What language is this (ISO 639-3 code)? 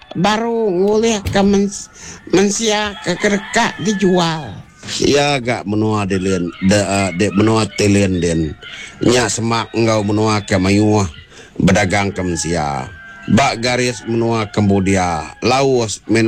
iba